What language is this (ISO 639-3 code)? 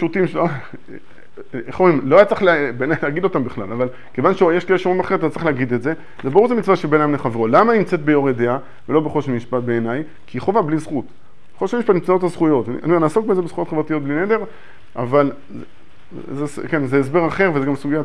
heb